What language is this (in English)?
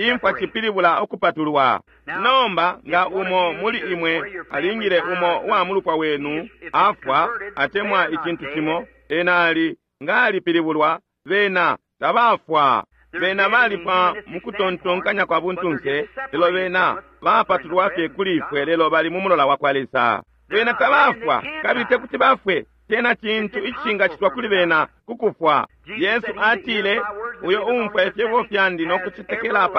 Bemba